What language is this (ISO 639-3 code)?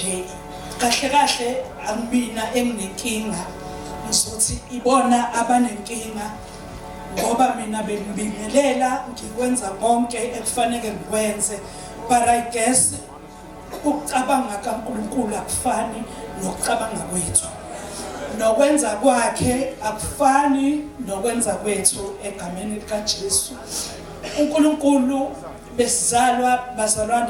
zul